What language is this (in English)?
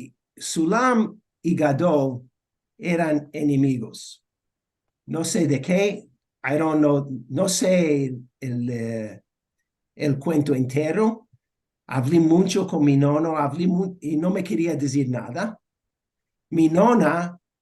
Ladino